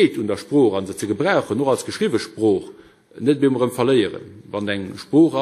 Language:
Luxembourgish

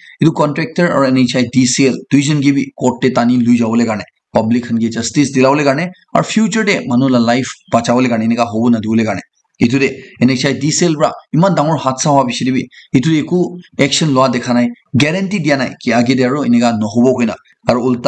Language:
Naga Pidgin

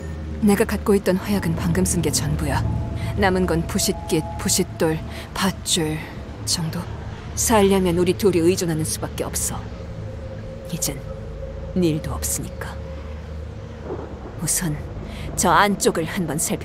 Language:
Korean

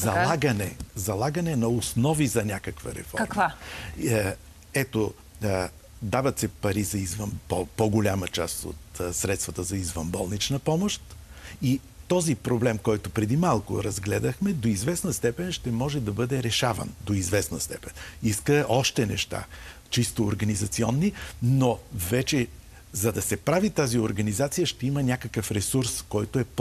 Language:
Bulgarian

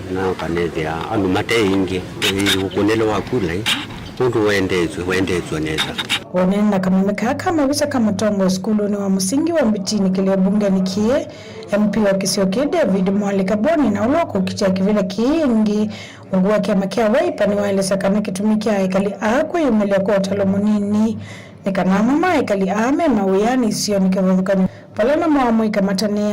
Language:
Kamba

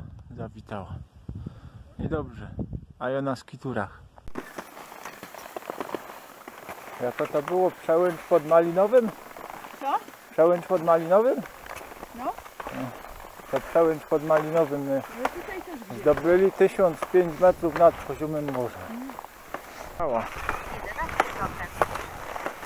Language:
Polish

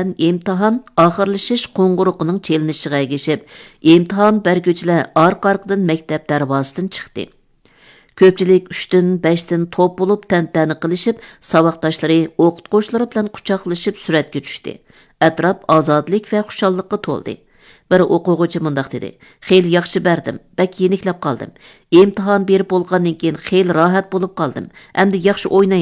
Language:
Uyghur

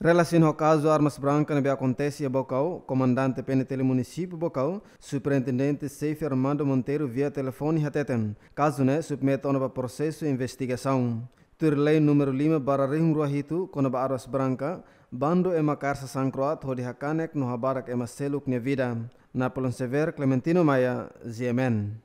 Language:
Tetum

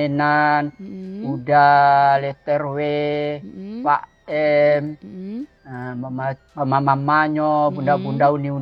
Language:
Minangkabau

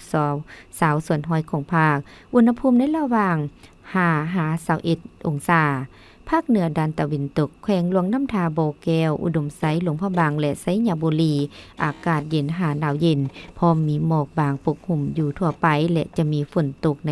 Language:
Lao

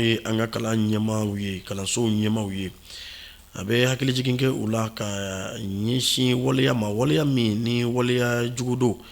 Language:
Bambara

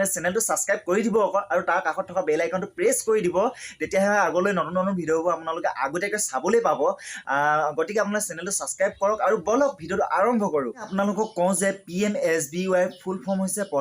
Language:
Assamese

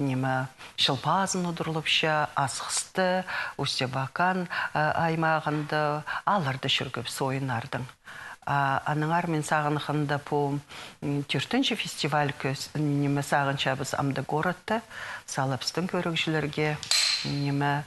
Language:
Khakas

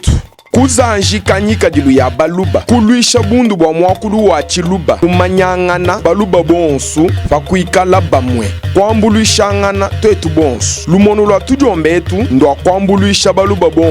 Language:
Luba-Lulua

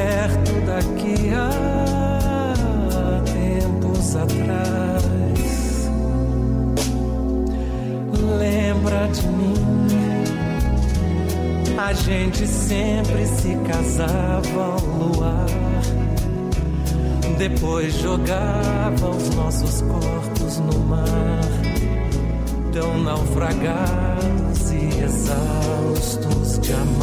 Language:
Portuguese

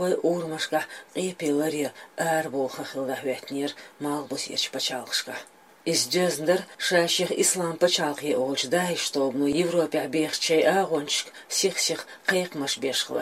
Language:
Chechen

